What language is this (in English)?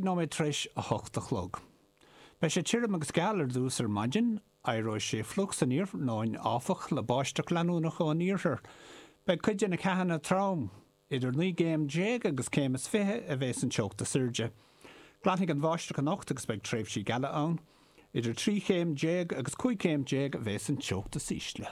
Irish